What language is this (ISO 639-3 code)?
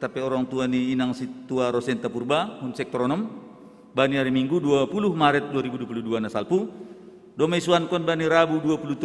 bts